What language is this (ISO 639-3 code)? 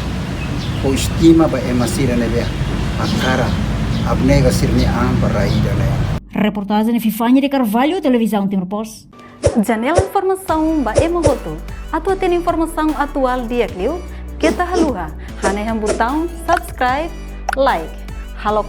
tet